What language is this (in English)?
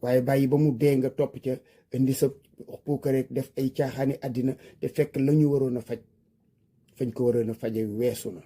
Wolof